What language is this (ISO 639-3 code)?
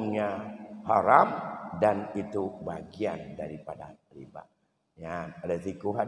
ace